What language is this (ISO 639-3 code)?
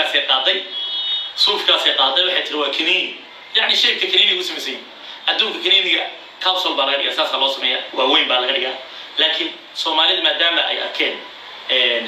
som